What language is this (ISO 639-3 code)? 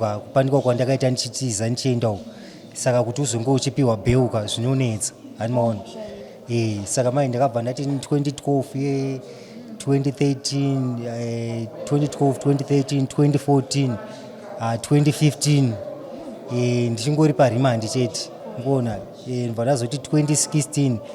sna